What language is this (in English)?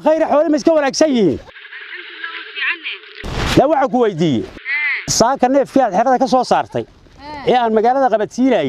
Somali